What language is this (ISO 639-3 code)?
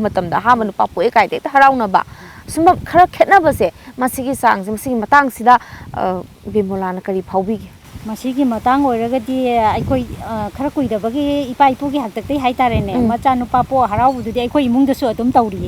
mni